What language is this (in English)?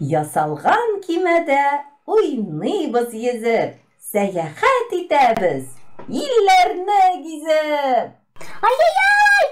Tatar